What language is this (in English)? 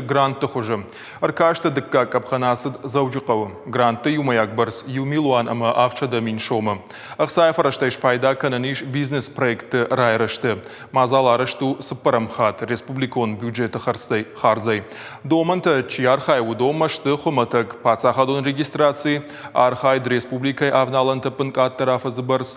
Ossetic